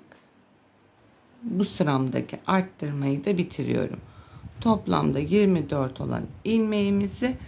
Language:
Turkish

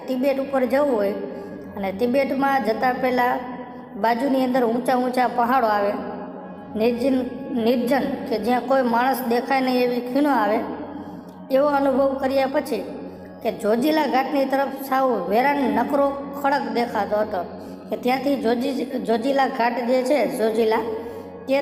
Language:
Gujarati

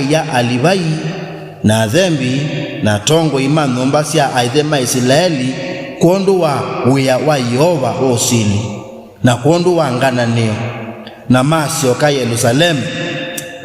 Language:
Kamba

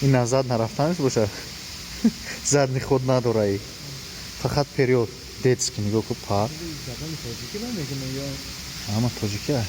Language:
Tajik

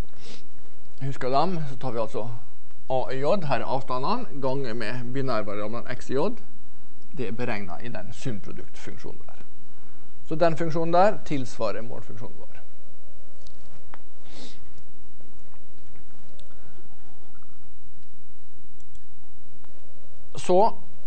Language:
Norwegian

